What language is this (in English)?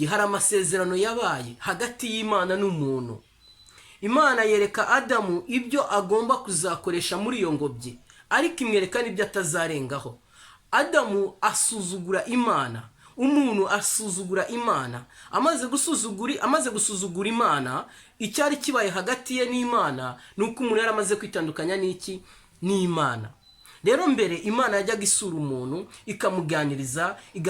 Kinyarwanda